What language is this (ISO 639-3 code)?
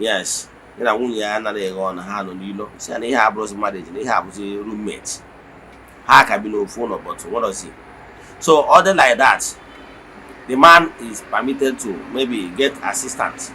ibo